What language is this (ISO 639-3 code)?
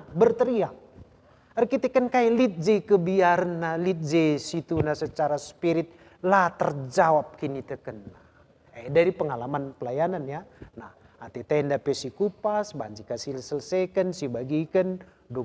btx